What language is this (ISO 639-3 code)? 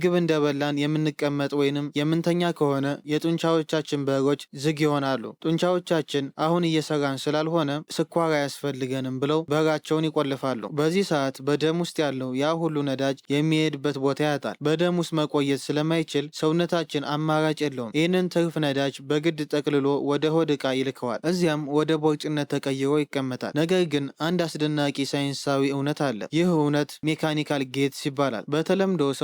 amh